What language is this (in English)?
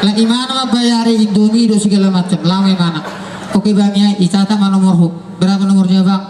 Batak Toba